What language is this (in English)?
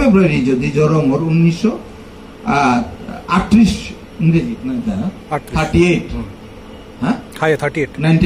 Bishnupriya